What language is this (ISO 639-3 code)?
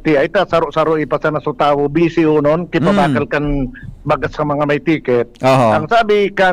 bik